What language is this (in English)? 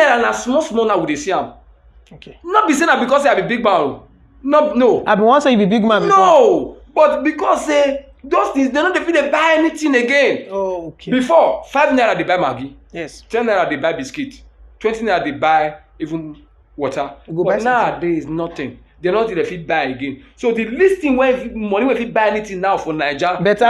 Nigerian Pidgin